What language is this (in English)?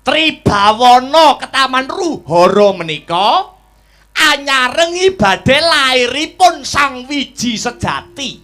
Javanese